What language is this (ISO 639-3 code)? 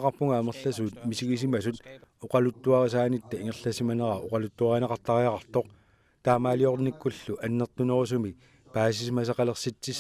kal